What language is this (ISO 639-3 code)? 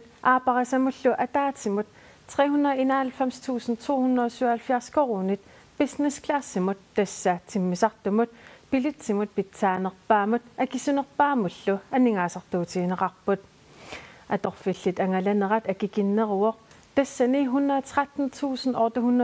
kal